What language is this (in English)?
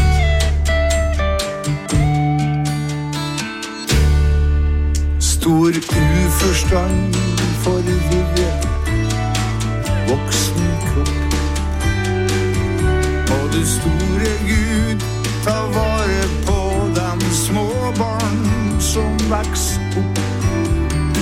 Norwegian